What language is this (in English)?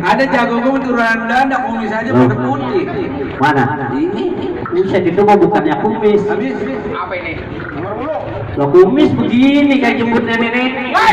Betawi